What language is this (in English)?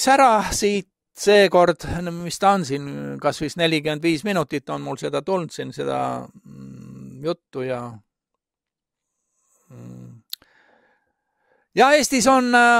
Estonian